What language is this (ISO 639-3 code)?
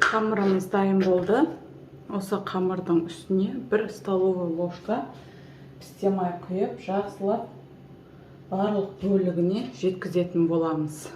kaz